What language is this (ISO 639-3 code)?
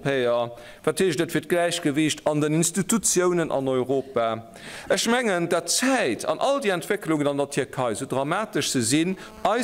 ltz